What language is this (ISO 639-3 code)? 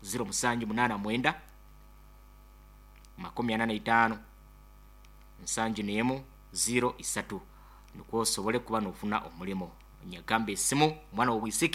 nyo